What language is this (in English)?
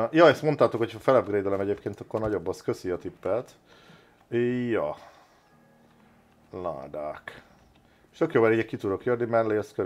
Hungarian